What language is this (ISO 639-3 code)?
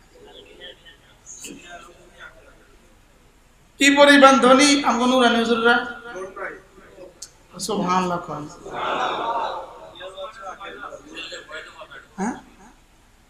ben